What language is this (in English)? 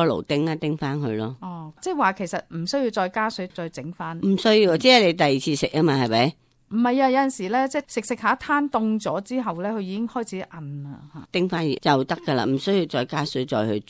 Cantonese